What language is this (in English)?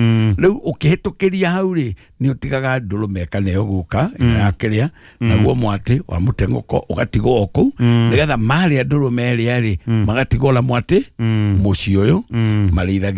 Kikuyu